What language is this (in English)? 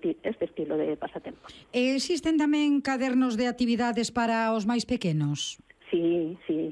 Galician